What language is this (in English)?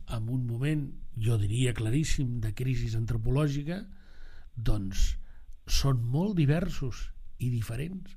Catalan